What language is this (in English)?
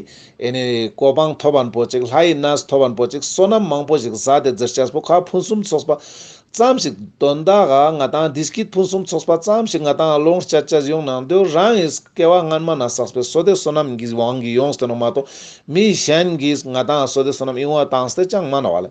Ladakhi